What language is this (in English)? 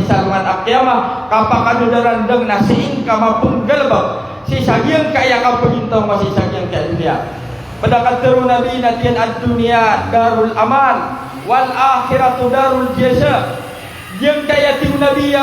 Maranao